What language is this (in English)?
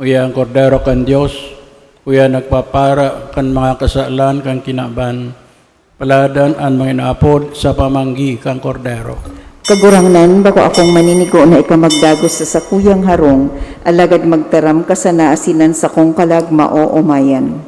Bikol